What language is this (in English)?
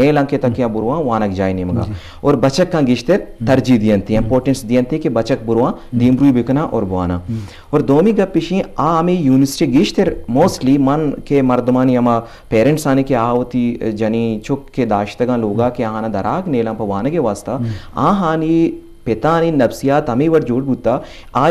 Eastern Balochi